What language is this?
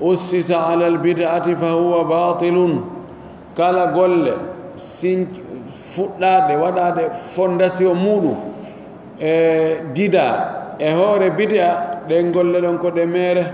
Pular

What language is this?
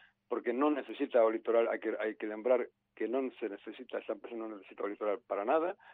Galician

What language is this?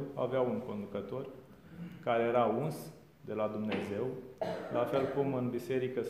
Romanian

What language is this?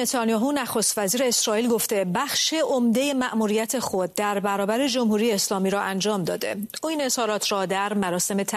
Persian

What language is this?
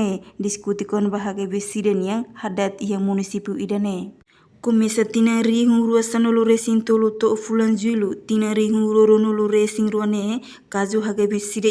Tetum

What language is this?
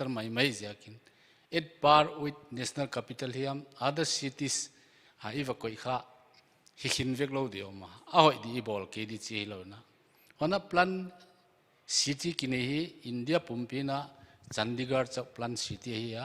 Paite Chin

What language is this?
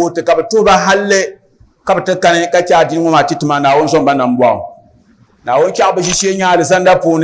Dagbani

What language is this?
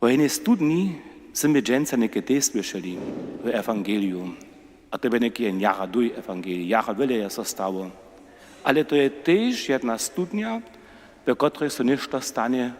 Upper Sorbian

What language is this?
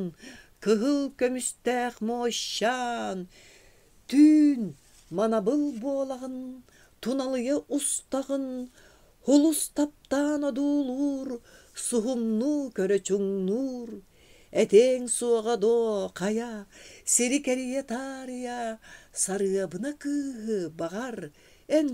Yakut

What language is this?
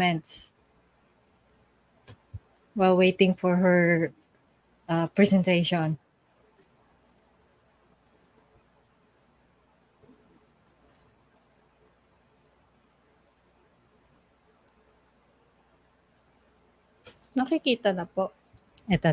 Filipino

